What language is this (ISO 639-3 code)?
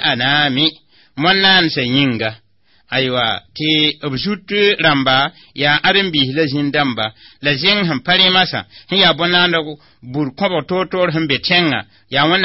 mos